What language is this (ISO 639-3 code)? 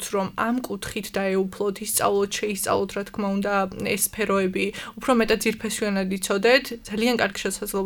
kat